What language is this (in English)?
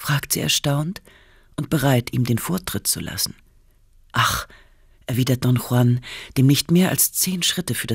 German